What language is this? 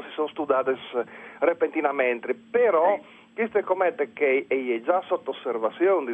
Friulian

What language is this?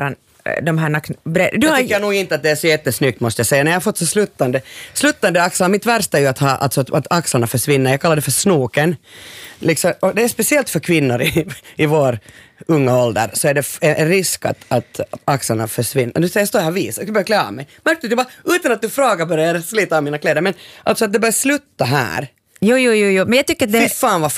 Swedish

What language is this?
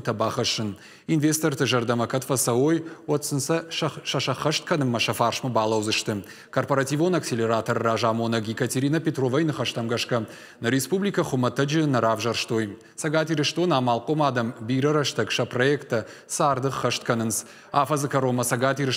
Ossetic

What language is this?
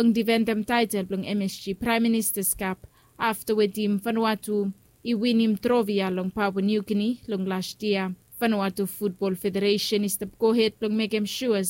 Bislama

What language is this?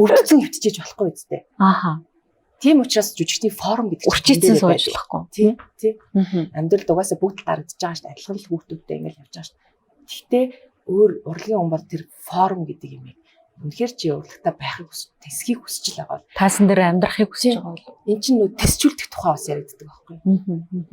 Mongolian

